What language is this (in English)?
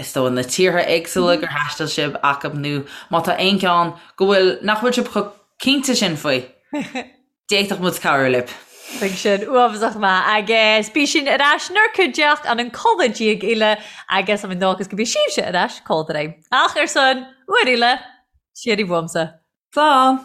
Irish